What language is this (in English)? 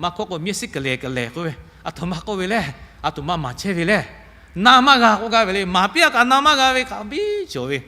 Lahu